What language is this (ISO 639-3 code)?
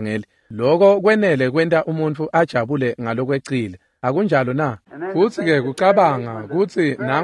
ssw